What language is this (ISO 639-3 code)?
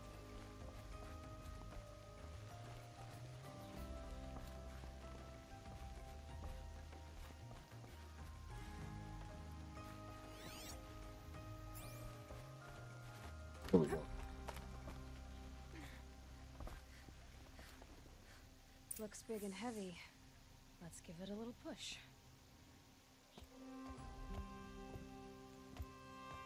eng